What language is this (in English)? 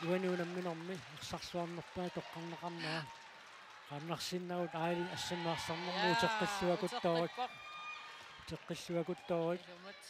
Kalaallisut